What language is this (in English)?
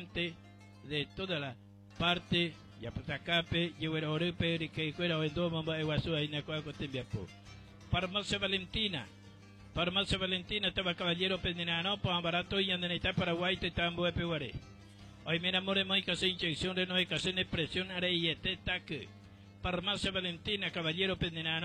Guarani